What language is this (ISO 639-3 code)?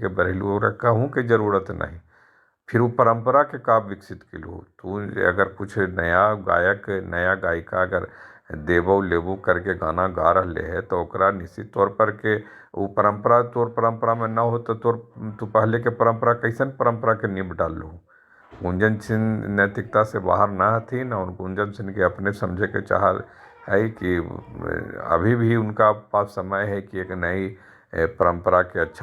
mag